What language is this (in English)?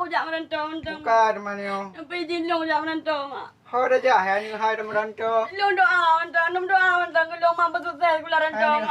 Achinese